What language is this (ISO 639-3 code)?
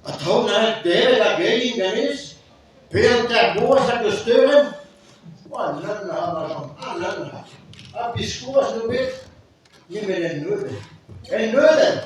bre